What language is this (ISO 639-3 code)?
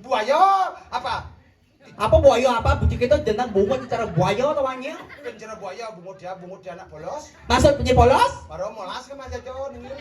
ban